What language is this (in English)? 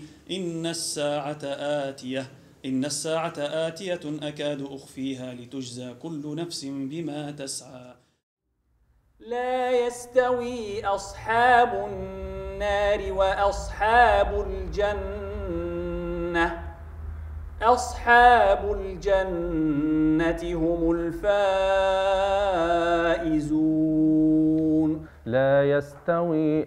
Arabic